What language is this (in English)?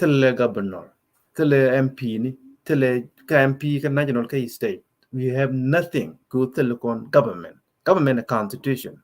Nuer